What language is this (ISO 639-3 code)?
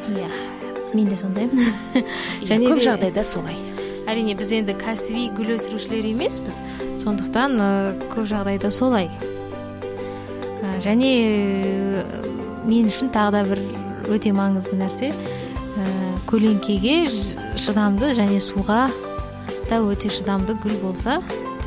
kaz